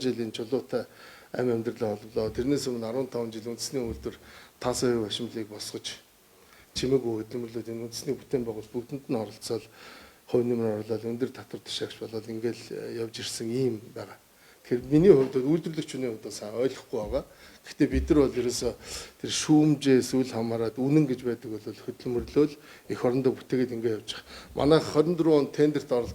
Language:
Mongolian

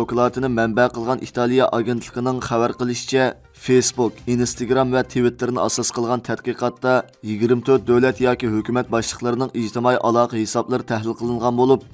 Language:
Uyghur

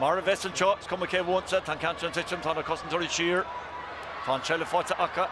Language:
Irish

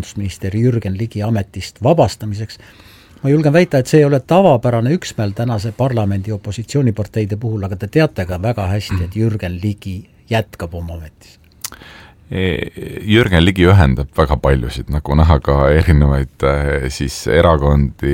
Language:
Estonian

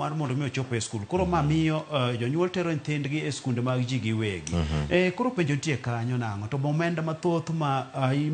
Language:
Luo (Kenya and Tanzania)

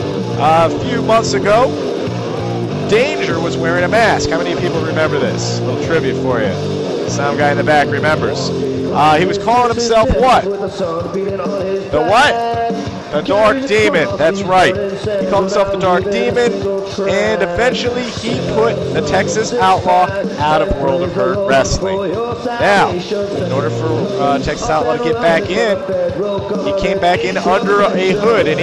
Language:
English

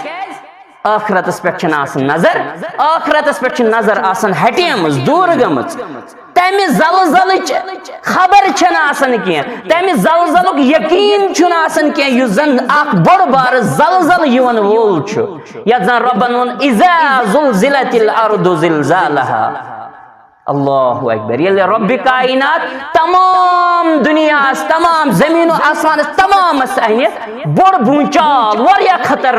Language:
Kashmiri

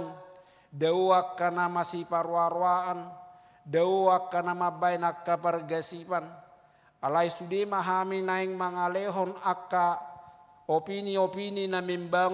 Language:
Batak Toba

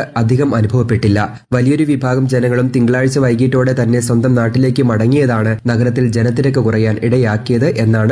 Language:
Malayalam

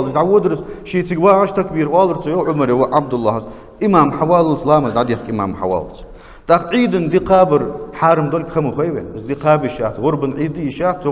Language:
Ingush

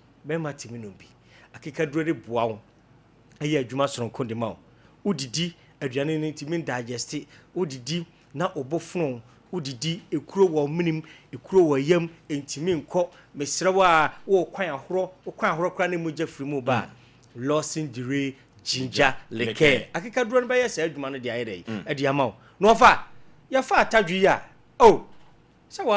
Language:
Akan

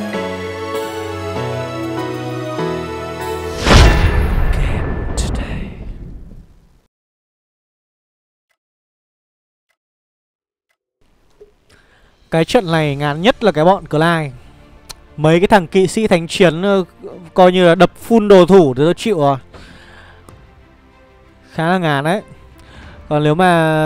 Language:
Vietnamese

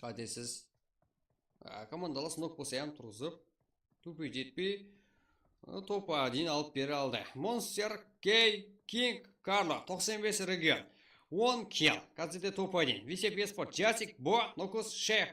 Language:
Kara-Kalpak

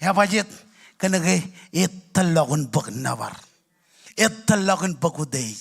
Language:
Marshallese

